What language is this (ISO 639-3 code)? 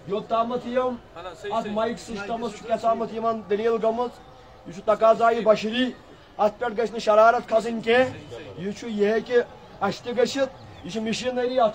kas